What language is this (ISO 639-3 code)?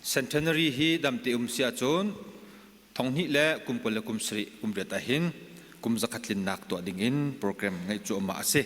cnh